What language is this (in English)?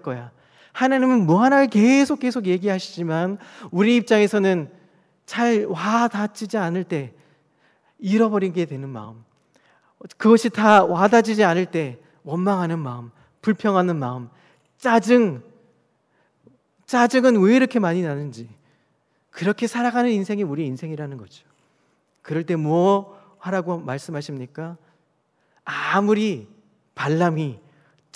Korean